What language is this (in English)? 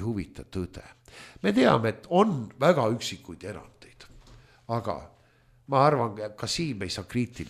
Estonian